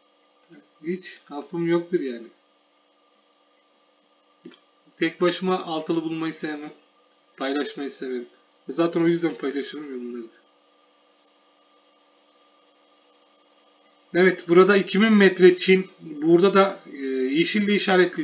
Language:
Turkish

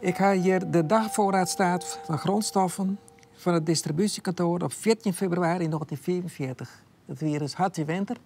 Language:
Western Frisian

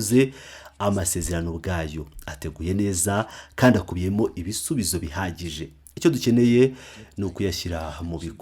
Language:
Kinyarwanda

